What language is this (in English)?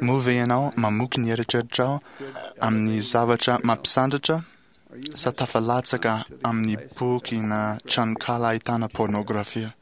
Malagasy